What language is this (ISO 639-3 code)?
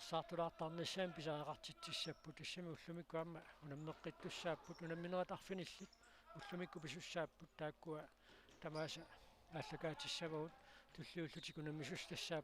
kal